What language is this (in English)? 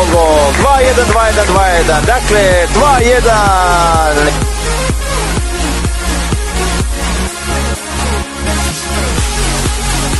Serbian